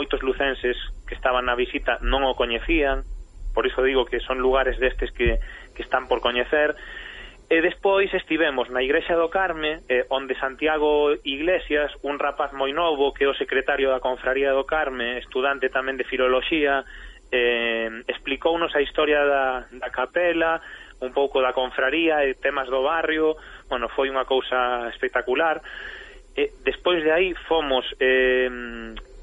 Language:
Galician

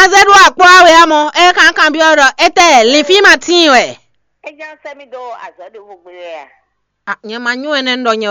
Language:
Fon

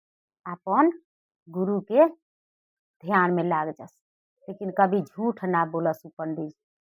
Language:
Bhojpuri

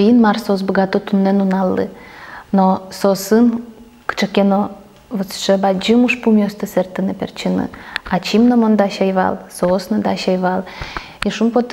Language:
Udmurt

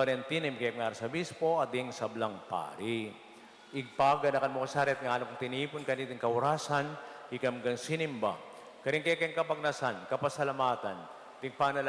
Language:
Pampanga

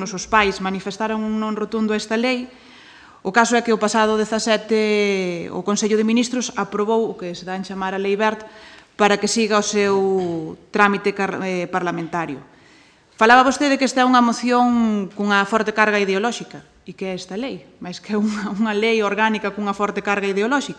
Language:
Galician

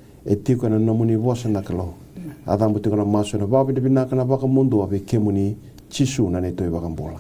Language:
Fijian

